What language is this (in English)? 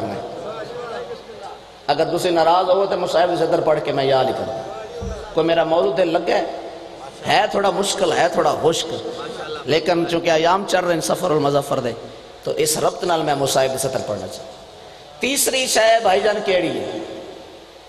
Urdu